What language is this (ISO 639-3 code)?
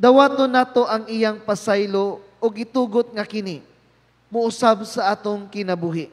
ceb